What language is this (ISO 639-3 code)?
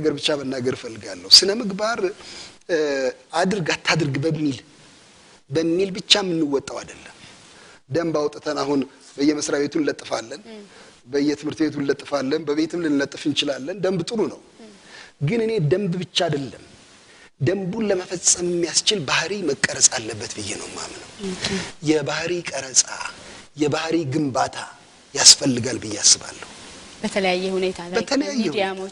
amh